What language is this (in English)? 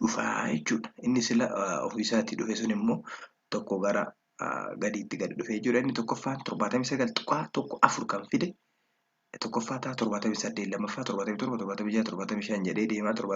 Oromo